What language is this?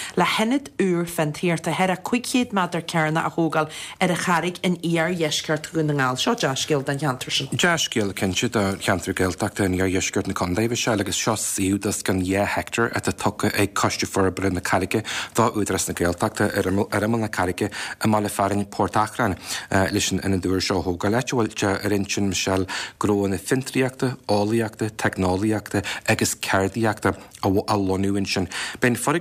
Irish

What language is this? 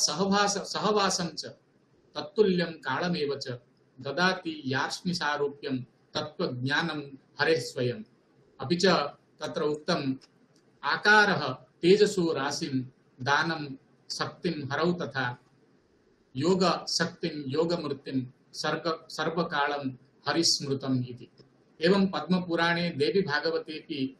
Sanskrit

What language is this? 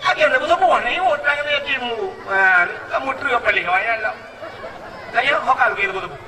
Achinese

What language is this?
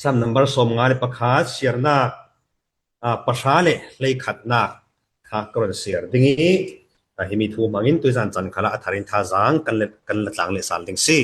Falam Chin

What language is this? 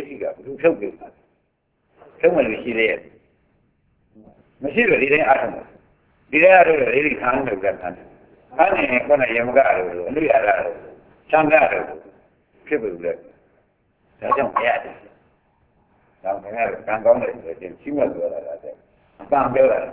Burmese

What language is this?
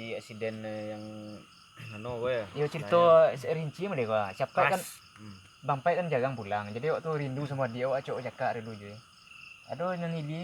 Minangkabau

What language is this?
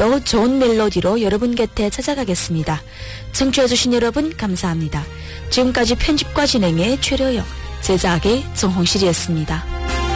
Korean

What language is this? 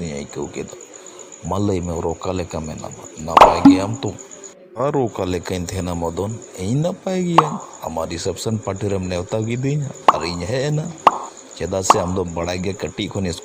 Santali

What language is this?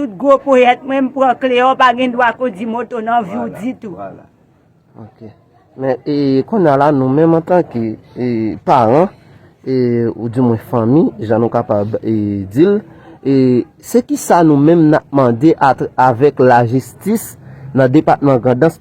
Haitian Creole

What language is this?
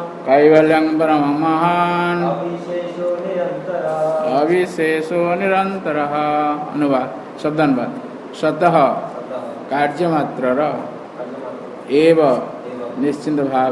Odia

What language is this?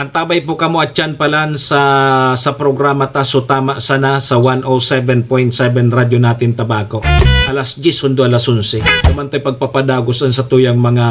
Bikol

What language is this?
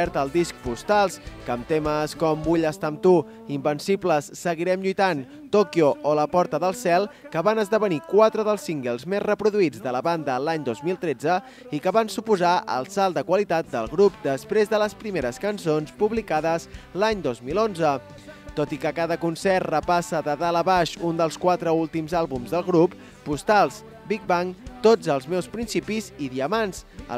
Catalan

